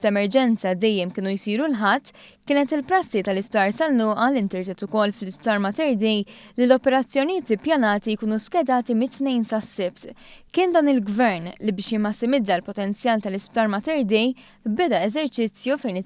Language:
Maltese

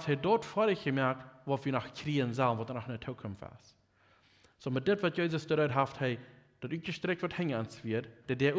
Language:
Plautdietsch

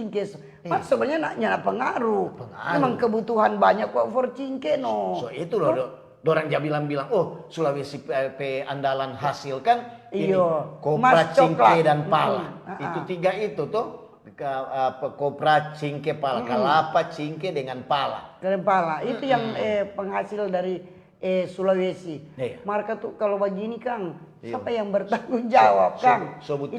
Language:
Manado Malay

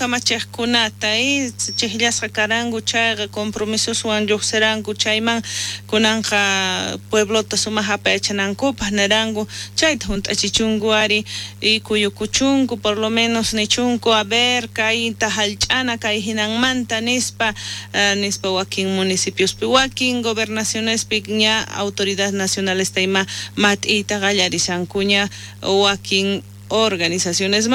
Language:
South Bolivian Quechua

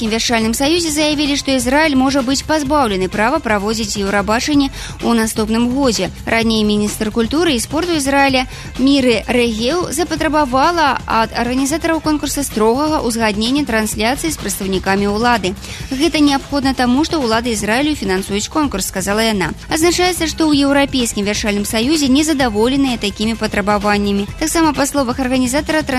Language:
Belarusian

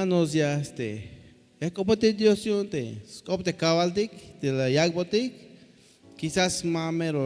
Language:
Tzeltal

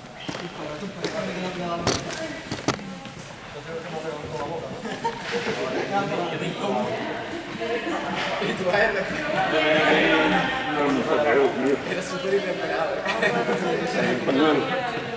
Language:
Spanish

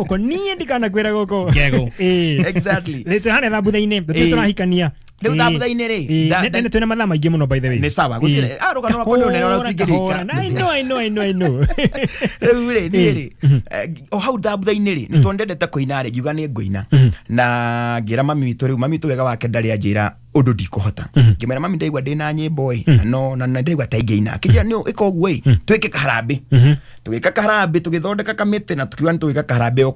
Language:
Kikuyu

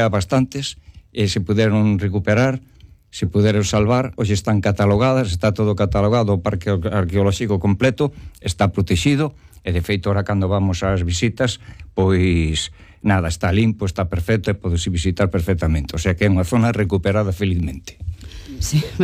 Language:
Galician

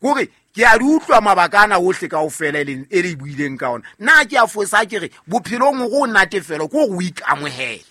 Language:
Southern Sotho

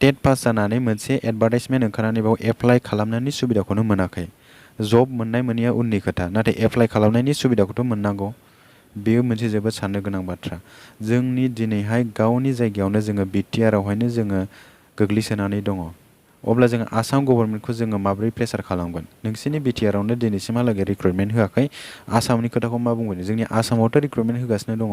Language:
Bodo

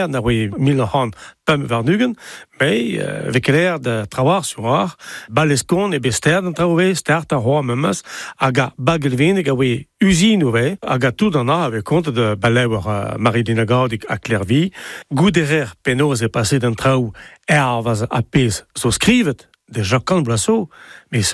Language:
Breton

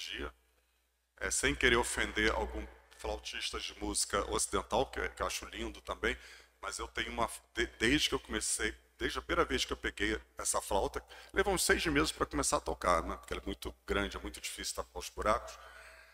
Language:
Portuguese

